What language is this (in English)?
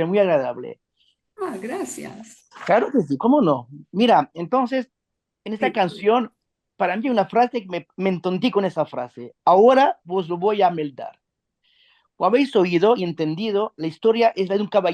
Ladino